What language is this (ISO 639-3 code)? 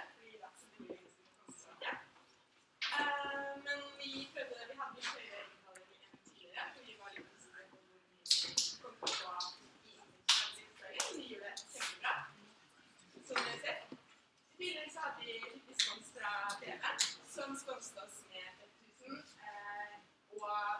nor